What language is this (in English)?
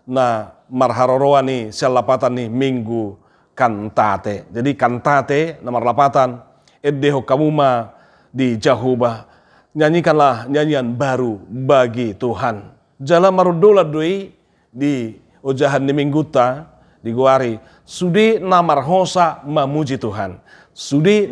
Batak Toba